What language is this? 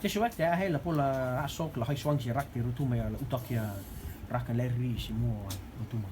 Rotuman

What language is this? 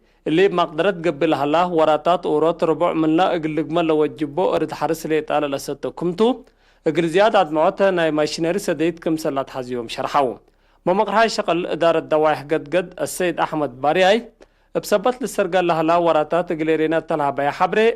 Tigre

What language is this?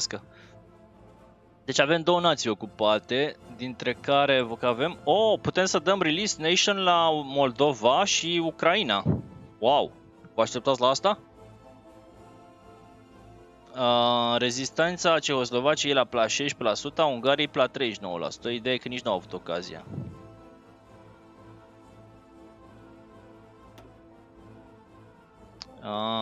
Romanian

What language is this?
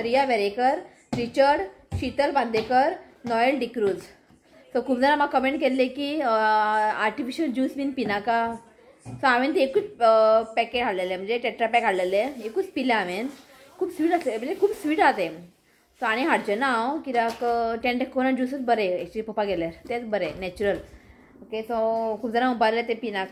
Konkani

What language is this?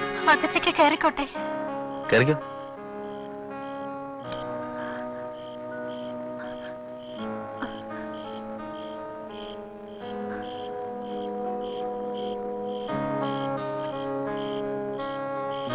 Malayalam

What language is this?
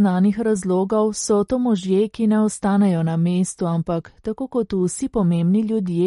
Slovenian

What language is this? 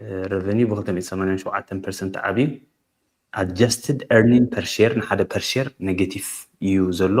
Tigrinya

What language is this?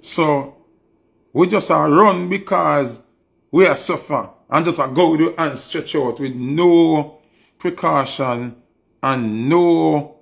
Jamaican Creole English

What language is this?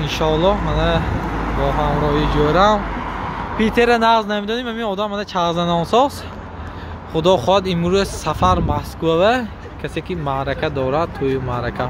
Tajik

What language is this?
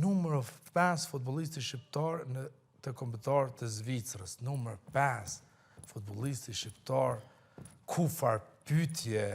Albanian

